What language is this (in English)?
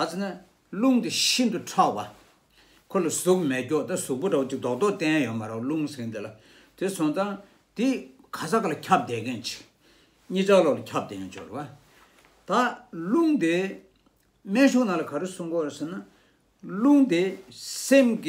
Tibetan